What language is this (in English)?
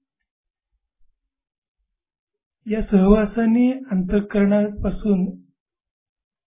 Marathi